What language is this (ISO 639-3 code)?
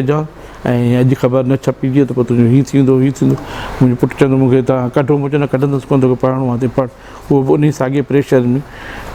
snd